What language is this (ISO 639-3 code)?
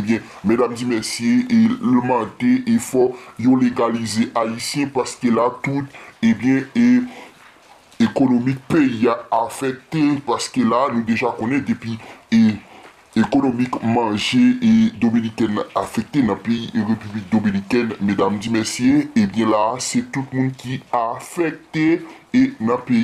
hat